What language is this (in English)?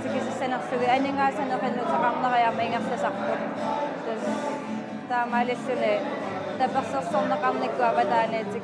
Kalaallisut